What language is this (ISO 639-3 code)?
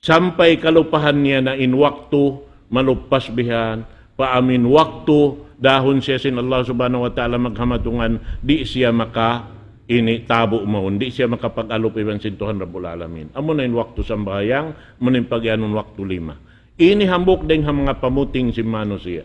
tsg